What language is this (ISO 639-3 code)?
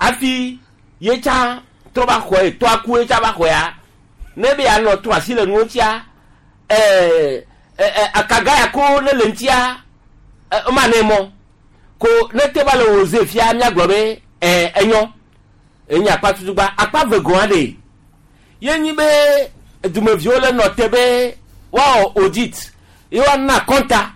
gej